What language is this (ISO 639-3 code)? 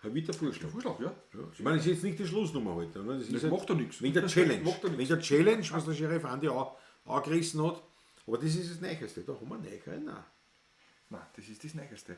bar